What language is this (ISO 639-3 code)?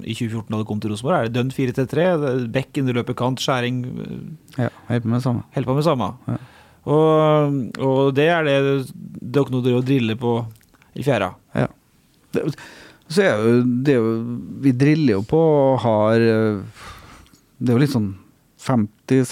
nor